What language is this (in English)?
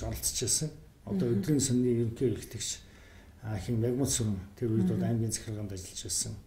Mongolian